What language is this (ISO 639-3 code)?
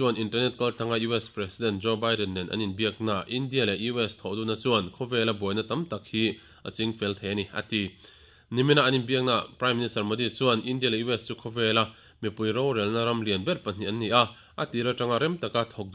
lus